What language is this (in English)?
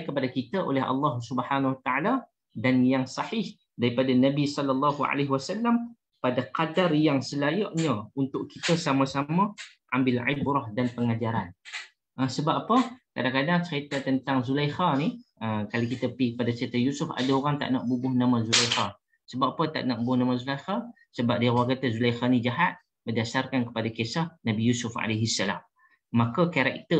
Malay